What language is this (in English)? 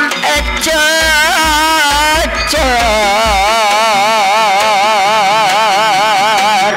Madurese